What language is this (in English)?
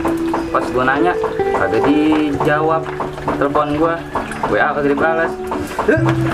Betawi